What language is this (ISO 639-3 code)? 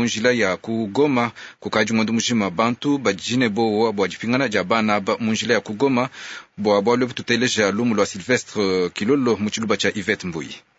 lua